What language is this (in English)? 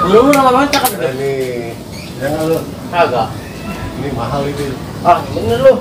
Betawi